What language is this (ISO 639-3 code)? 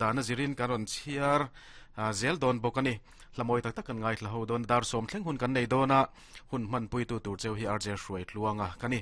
lus